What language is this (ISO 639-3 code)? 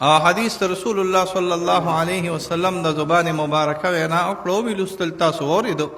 pus